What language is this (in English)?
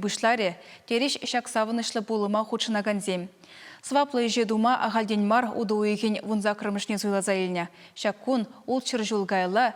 Chuvash